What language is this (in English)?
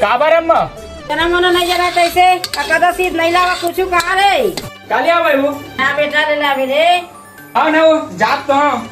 Chhattisgarhi